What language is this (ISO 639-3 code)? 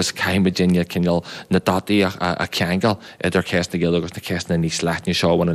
gle